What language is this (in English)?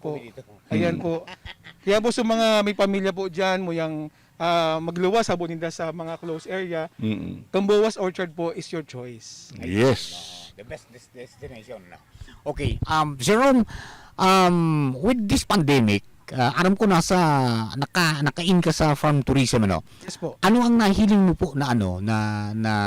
Bikol